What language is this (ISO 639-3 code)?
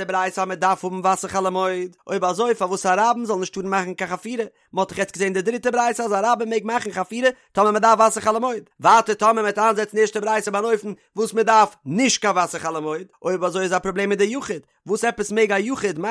yid